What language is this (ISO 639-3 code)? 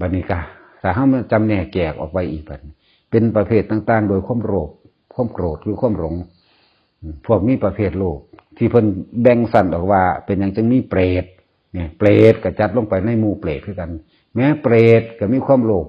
tts